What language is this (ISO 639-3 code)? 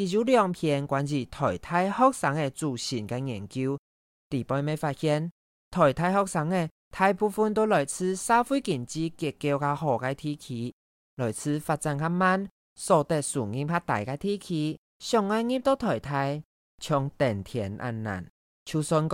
hak